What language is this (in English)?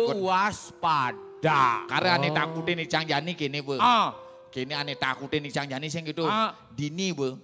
Balinese